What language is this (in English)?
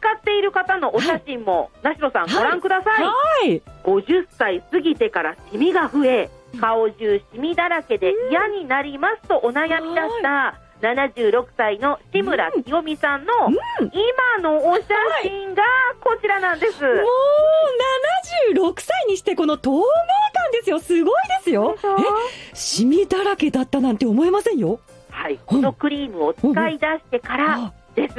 Japanese